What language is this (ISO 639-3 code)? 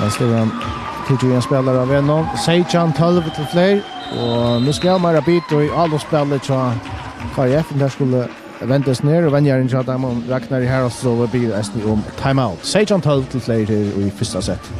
fao